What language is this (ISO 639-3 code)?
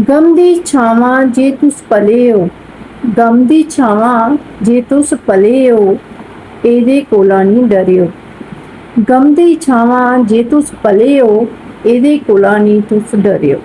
doi